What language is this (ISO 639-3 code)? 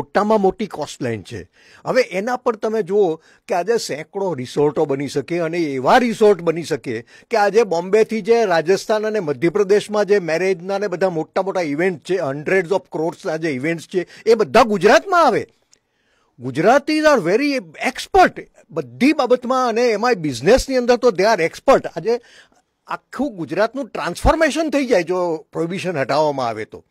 guj